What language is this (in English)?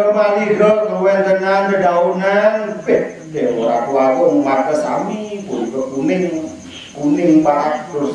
Balinese